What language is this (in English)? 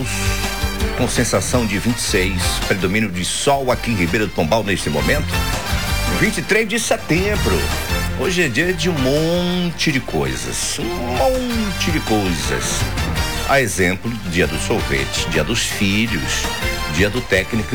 Portuguese